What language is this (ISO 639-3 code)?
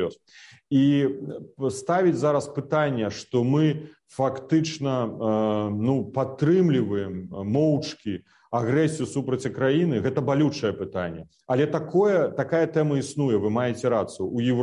bel